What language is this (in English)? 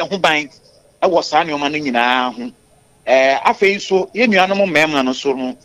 Akan